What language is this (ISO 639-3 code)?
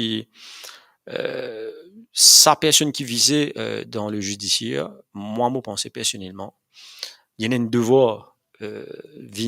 mfe